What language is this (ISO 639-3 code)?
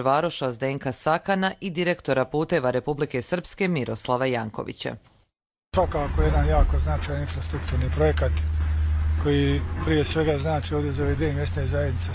hrv